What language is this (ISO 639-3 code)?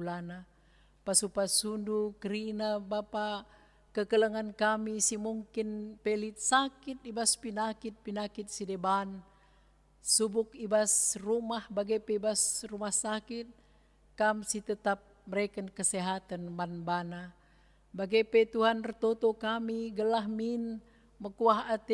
btx